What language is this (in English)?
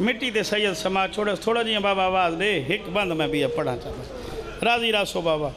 Saraiki